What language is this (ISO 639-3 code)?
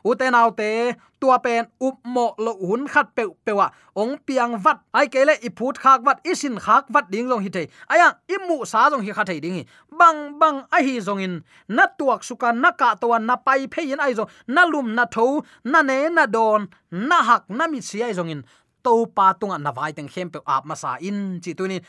ctd